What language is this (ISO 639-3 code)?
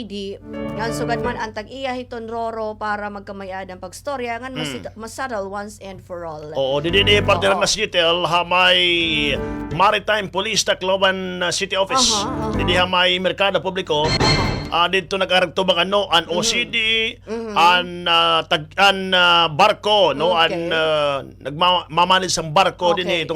war